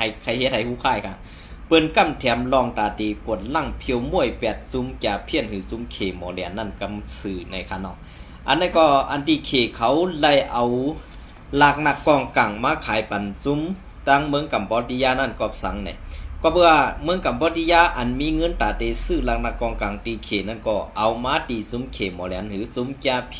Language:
Shan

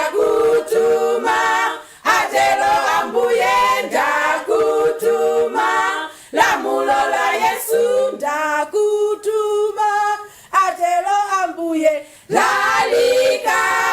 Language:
Nyanja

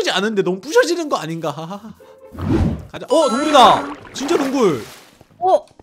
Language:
Korean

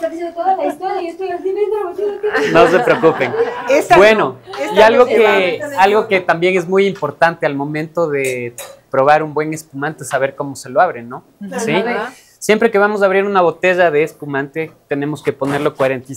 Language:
Spanish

